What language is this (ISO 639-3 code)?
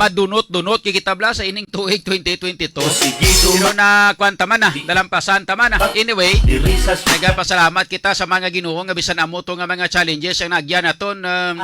hil